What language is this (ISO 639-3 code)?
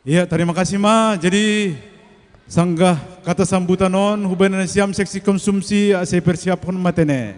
bts